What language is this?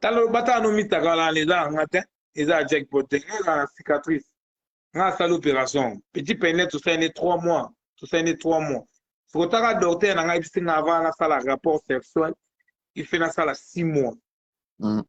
Lingala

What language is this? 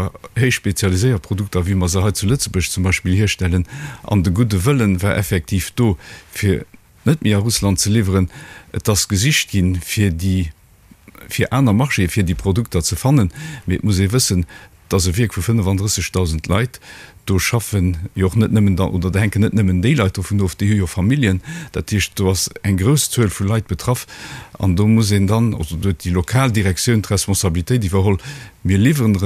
Luxembourgish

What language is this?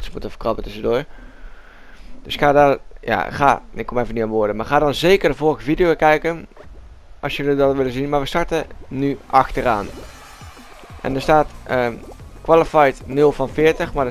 Dutch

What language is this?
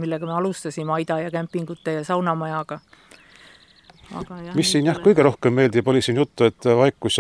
Estonian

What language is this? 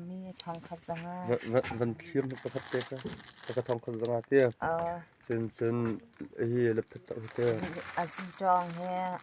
Hakha Chin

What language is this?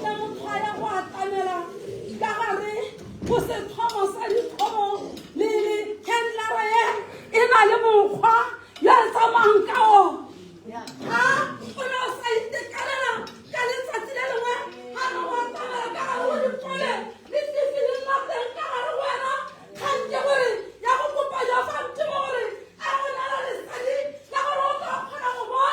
Tswana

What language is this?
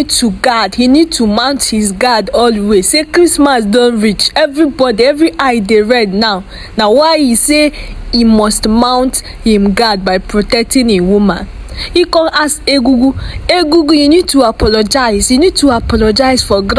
Nigerian Pidgin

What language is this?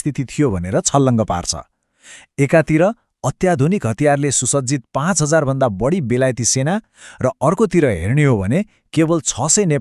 Nepali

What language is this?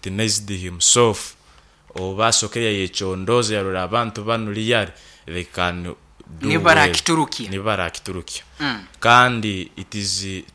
Nyankole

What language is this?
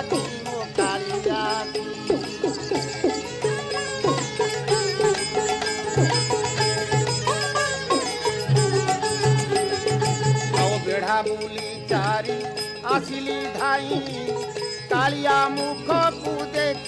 Odia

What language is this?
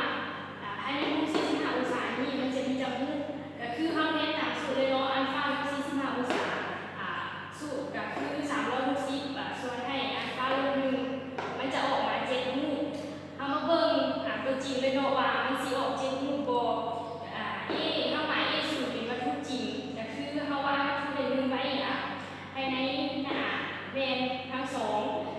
Lao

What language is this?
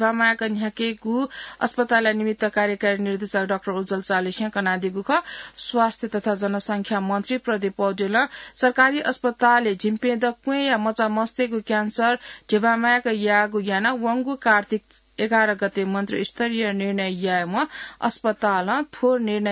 Newari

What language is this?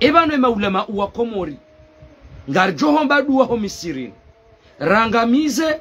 Ngazidja Comorian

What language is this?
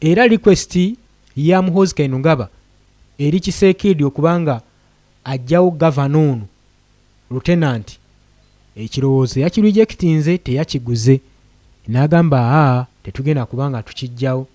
Ganda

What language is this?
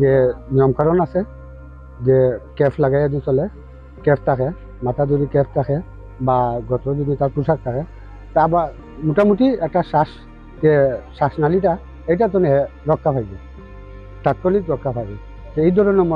Sylheti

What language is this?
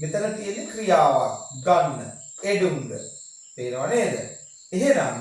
Sinhala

